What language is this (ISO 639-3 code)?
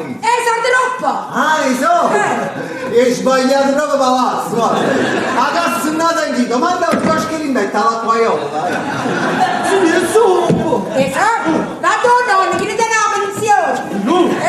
nap